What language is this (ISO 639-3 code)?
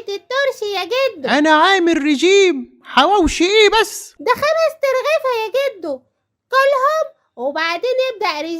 arz